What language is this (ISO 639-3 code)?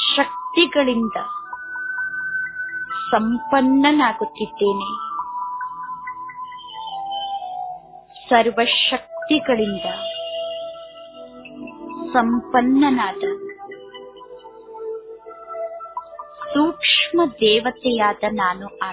kan